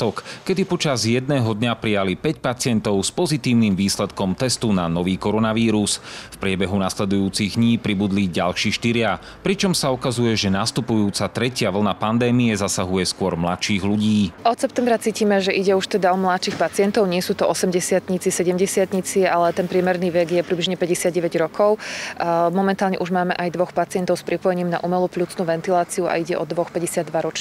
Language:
Slovak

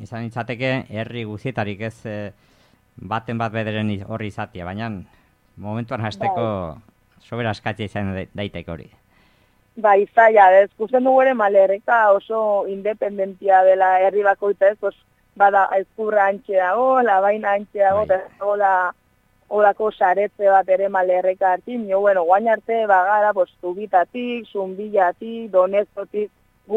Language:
Basque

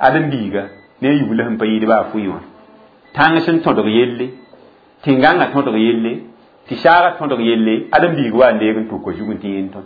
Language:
Mossi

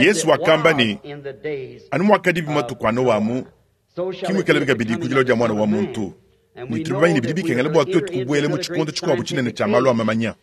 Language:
Luba-Lulua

